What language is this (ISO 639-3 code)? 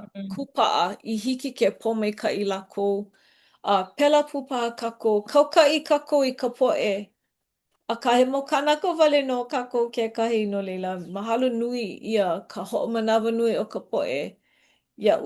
haw